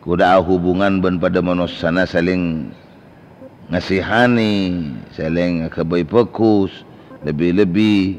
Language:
Madurese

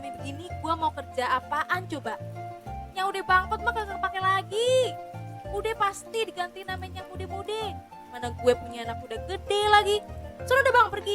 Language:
Betawi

